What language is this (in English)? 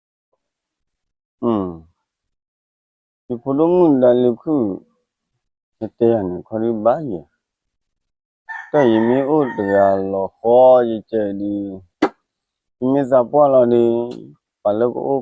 S'gaw Karen